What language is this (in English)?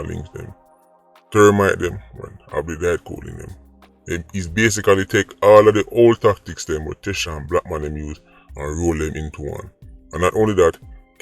Jamaican Creole English